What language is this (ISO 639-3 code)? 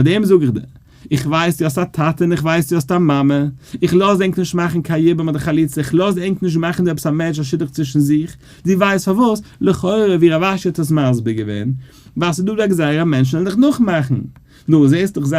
yid